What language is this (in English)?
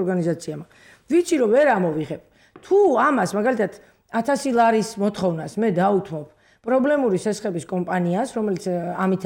Georgian